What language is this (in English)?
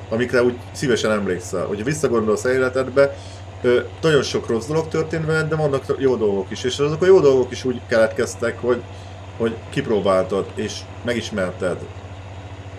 Hungarian